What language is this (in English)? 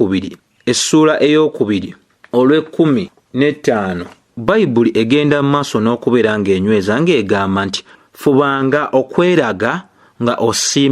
Ganda